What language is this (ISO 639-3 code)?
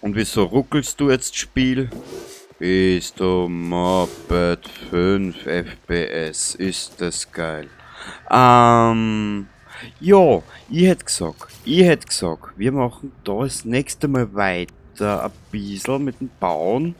bar